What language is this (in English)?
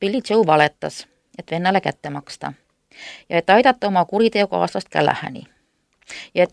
Estonian